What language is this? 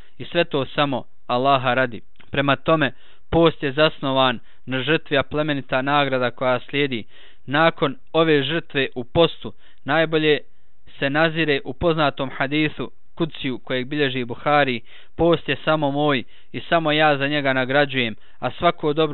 Bosnian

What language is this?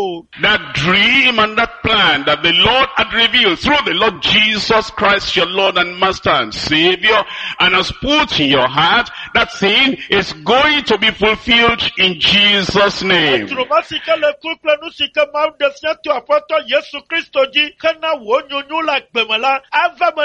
Ewe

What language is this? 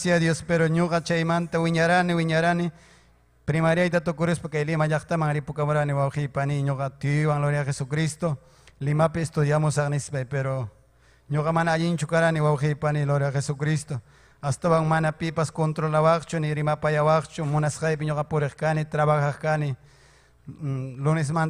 Ayacucho Quechua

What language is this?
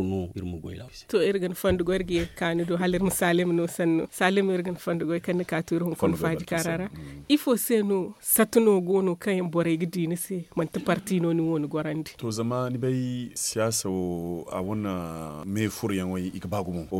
Zarma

